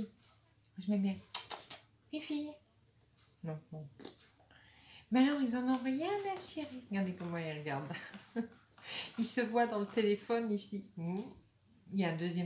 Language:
French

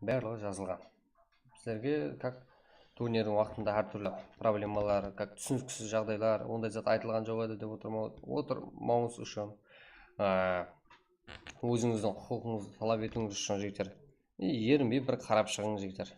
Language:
Kara-Kalpak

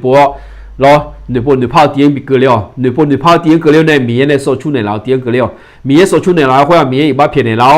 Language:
Akha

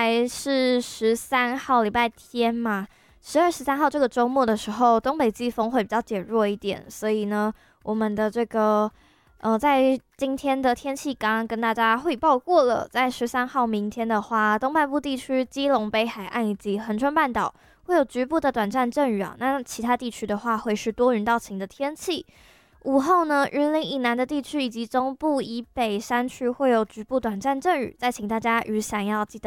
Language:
Chinese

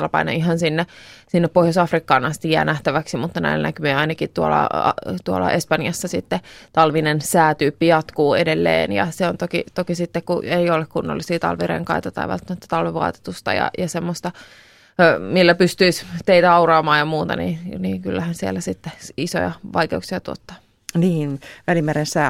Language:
Finnish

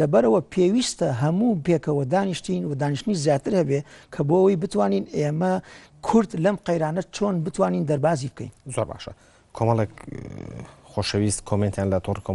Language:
Central Kurdish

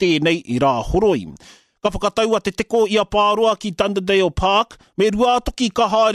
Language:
Māori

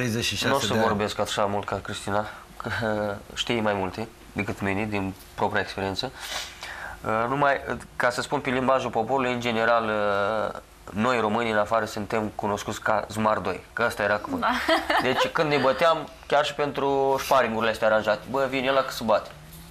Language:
Romanian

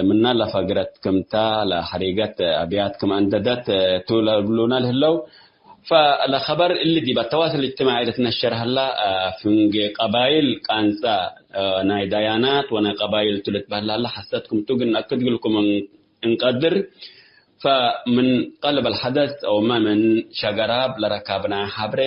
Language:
Tigre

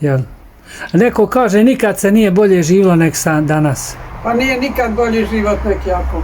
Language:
Bosnian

